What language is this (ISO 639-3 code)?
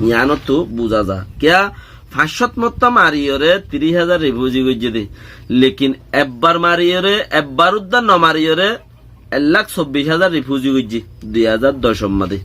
rhg